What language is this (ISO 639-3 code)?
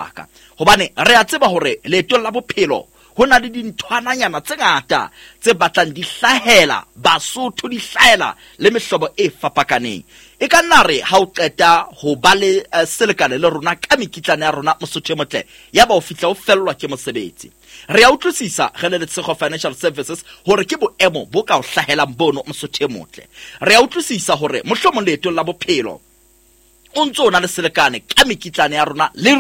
sot